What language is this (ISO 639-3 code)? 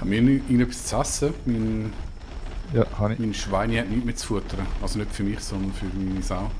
gsw